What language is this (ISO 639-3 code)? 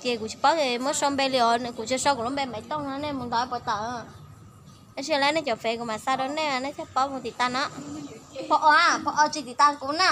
hmn